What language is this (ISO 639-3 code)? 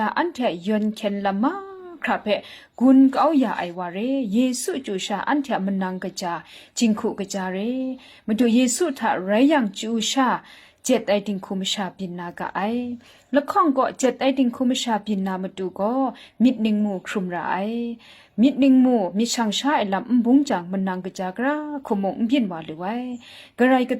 kac